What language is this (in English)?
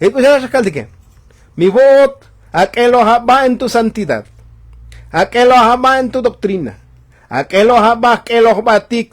Tzotzil